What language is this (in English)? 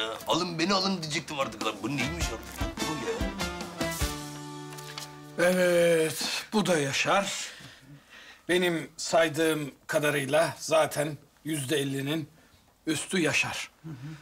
Turkish